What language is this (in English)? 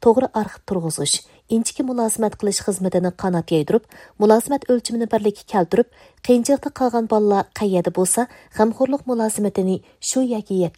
Uyghur